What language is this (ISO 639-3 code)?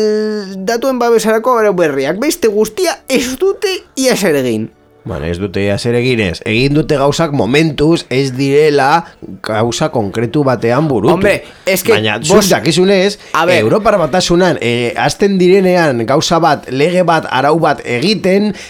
eus